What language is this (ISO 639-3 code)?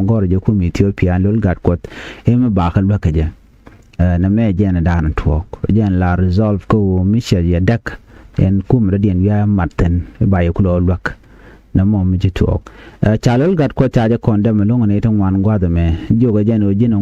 nus